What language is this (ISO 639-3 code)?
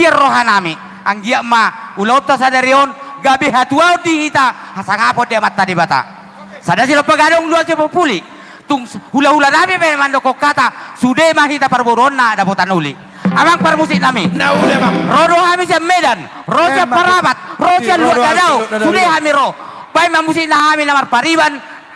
bbc